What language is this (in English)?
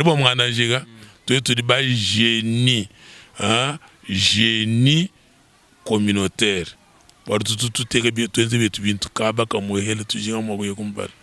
Luba-Lulua